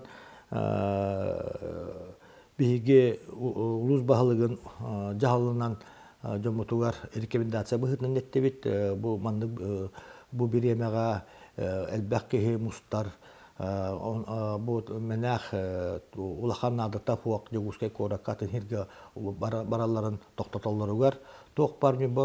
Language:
Yakut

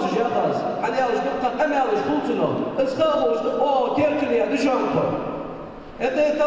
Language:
Ingush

